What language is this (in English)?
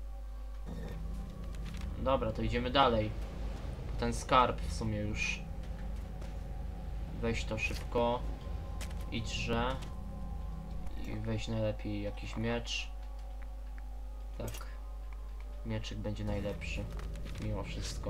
Polish